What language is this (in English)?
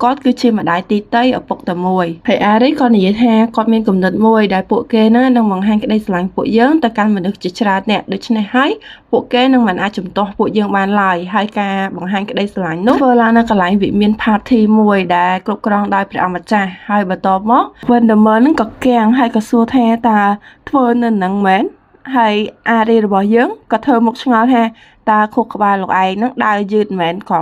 Khmer